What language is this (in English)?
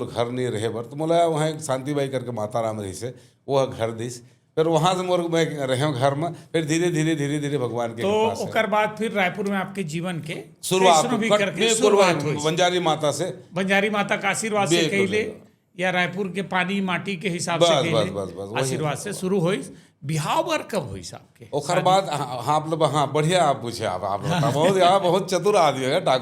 Chhattisgarhi